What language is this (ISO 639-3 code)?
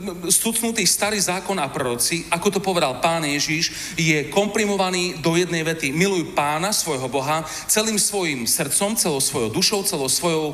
slk